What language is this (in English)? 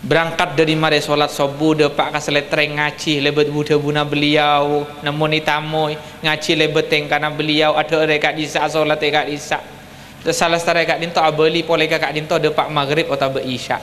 Madurese